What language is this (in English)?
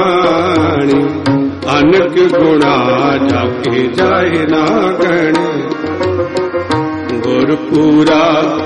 Punjabi